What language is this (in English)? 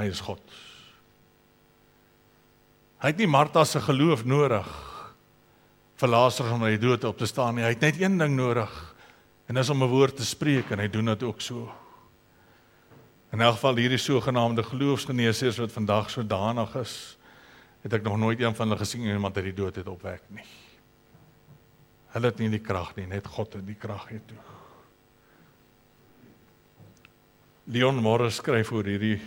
Afrikaans